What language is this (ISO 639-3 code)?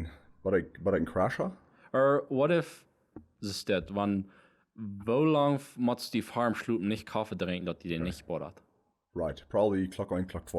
pdt